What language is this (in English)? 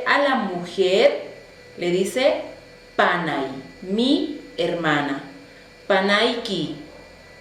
South Bolivian Quechua